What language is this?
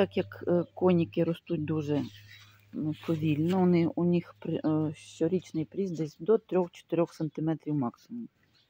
Ukrainian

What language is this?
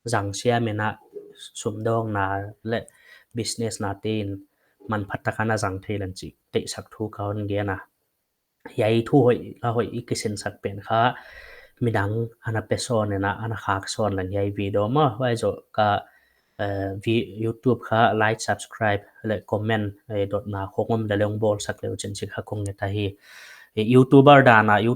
Paite Chin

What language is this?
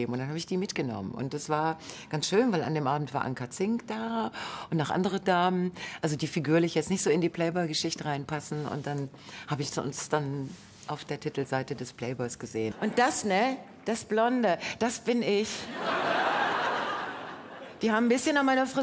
German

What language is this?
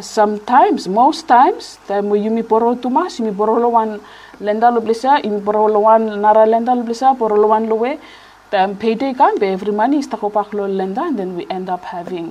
Bislama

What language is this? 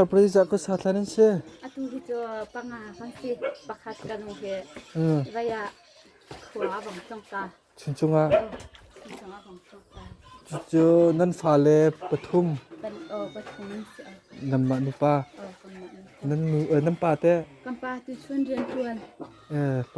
Hakha Chin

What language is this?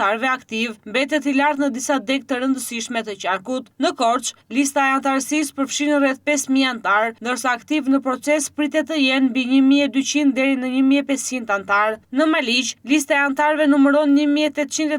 Albanian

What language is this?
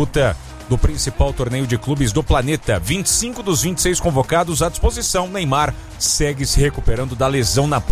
Portuguese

